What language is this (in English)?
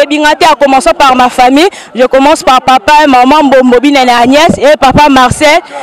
Lingala